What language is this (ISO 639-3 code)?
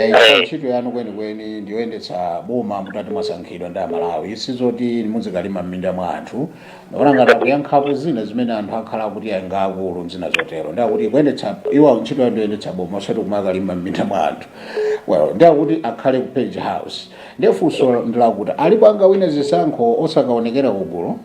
nya